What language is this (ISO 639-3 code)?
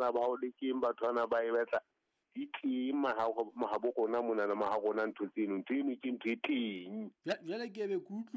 sot